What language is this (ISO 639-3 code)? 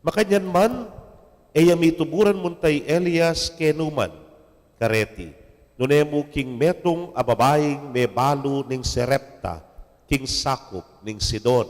pam